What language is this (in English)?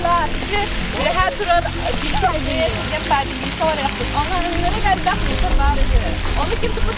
Yakut